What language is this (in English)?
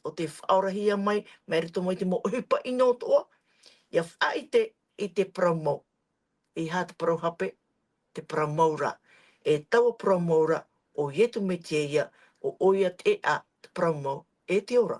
Tahitian